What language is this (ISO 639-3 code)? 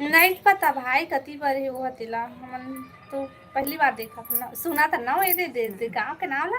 hne